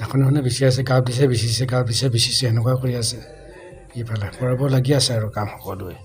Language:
Assamese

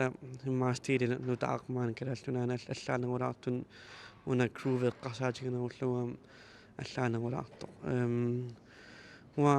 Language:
Kalaallisut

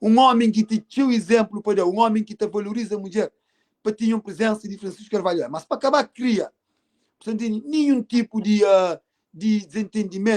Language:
Kabuverdianu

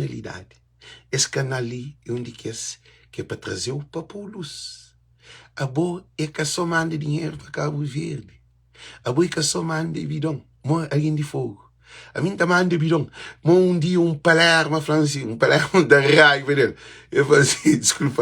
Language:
Kabuverdianu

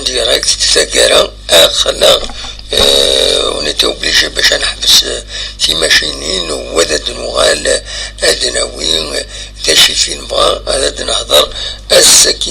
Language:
Kabyle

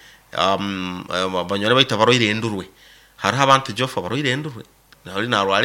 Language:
Nyoro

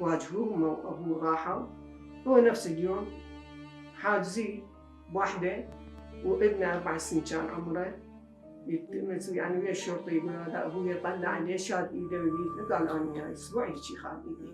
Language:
Mesopotamian Arabic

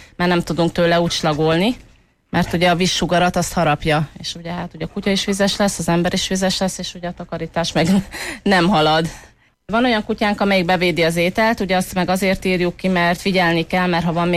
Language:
Hungarian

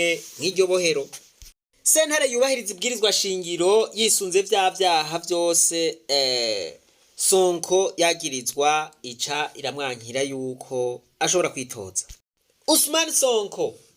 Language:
Rundi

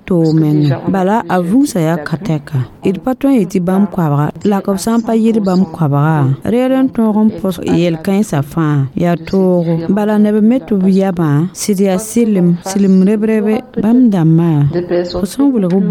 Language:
Mossi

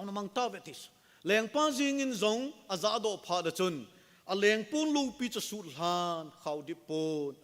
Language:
Thado Chin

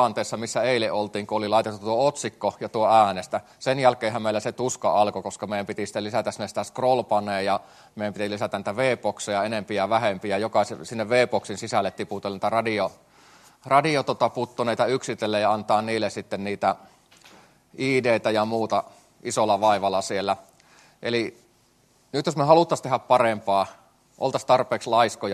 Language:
Finnish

